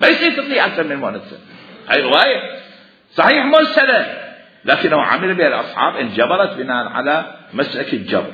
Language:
Mesopotamian Arabic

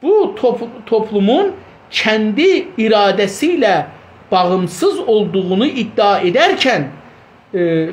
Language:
South Azerbaijani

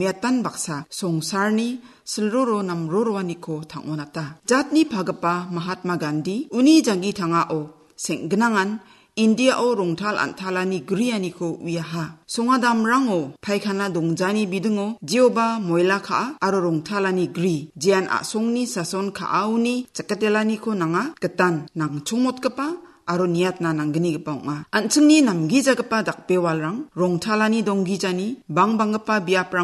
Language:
Garo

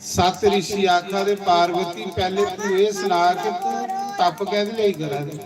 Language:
Dogri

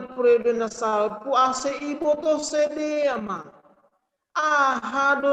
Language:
Batak Simalungun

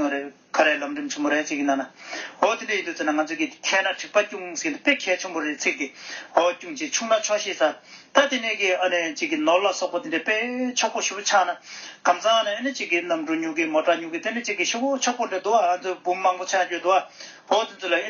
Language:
Tibetan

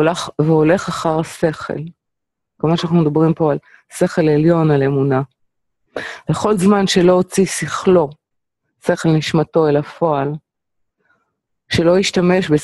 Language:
Hebrew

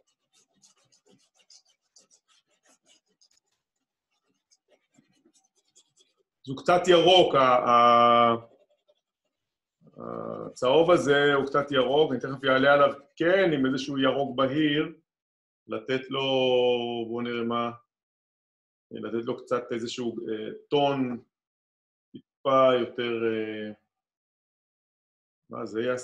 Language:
Hebrew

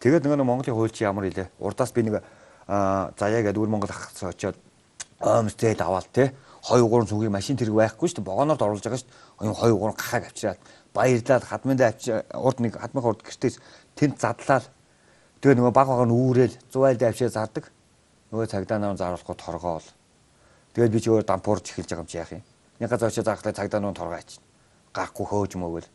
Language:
Mongolian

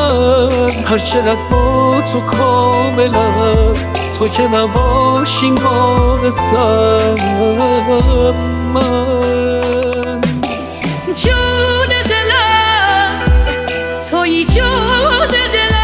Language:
Persian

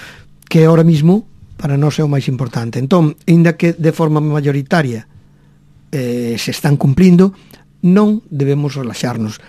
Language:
Galician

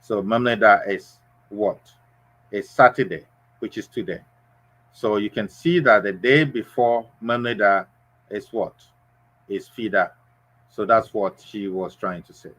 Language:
Ewe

